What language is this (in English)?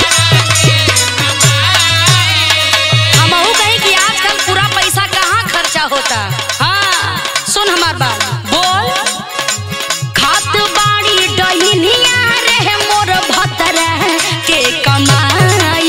Bhojpuri